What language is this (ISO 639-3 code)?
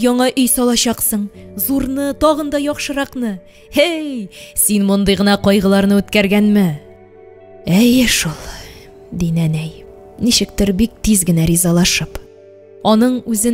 tat